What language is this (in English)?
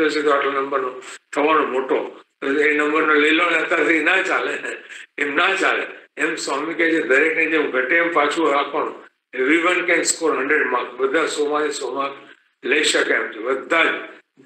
Gujarati